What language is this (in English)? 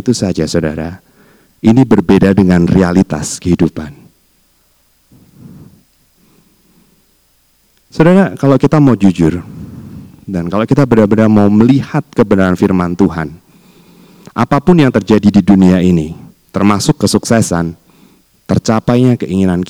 Indonesian